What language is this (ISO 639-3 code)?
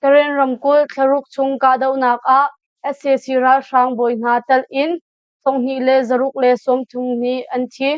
cnh